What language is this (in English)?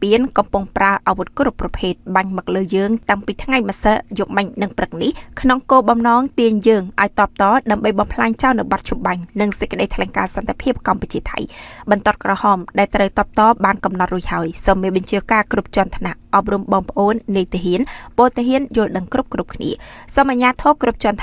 Khmer